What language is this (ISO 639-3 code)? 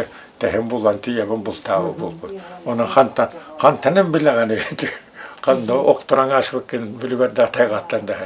sah